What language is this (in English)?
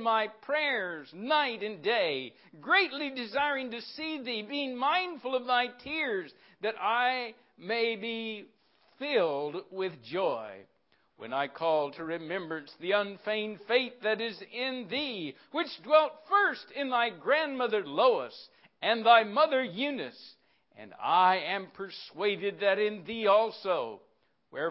English